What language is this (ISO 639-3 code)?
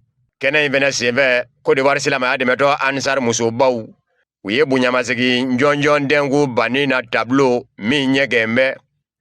bam